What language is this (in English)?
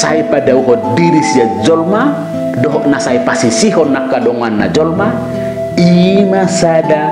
Batak Toba